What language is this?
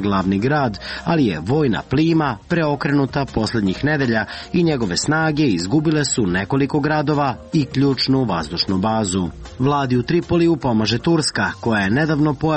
Serbian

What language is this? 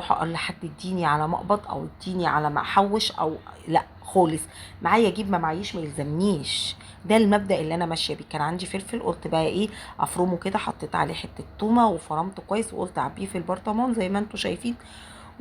Egyptian Arabic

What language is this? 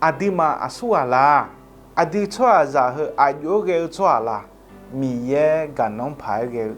Akha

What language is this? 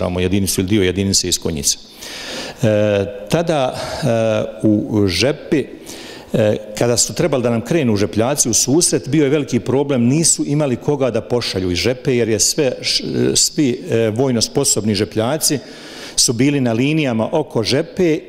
Bosnian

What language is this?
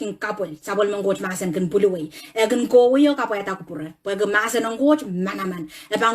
Pohnpeian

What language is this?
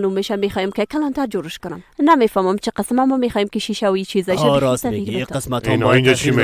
Persian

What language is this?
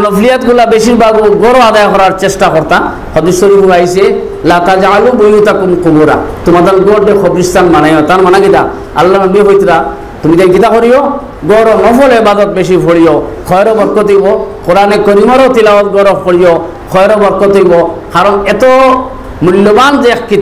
Sylheti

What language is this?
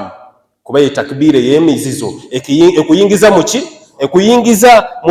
Ganda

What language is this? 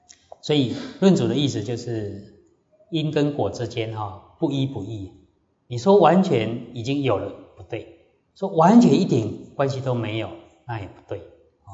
Chinese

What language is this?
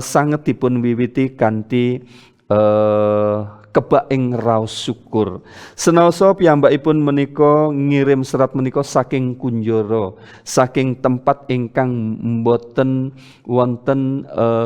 Javanese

